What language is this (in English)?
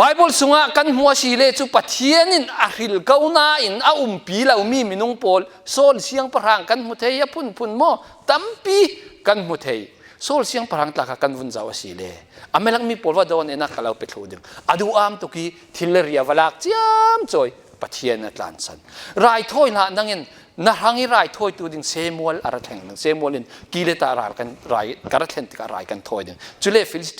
Falam Chin